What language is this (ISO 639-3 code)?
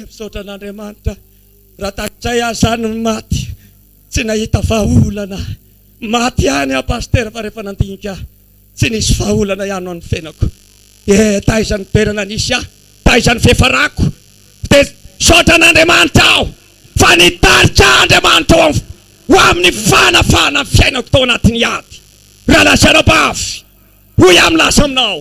mlg